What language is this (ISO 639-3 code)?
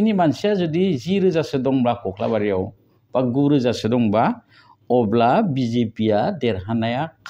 brx